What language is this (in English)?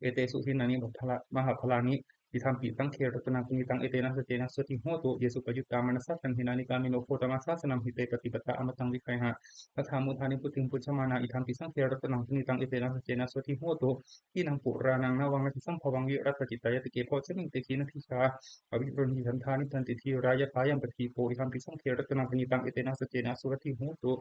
Pali